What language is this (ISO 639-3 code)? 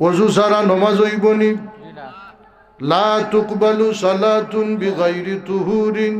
syl